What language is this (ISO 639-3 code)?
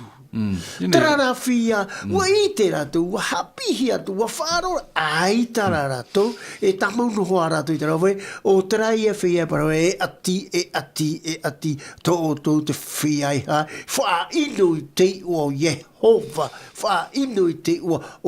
tah